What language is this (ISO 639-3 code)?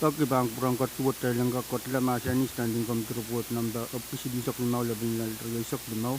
pon